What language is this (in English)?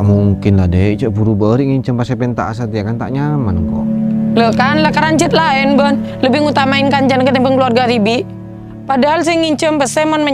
Madurese